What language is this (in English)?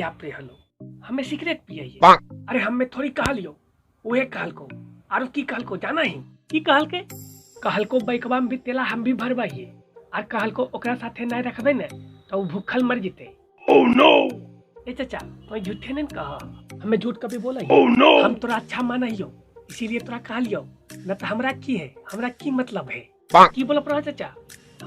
Magahi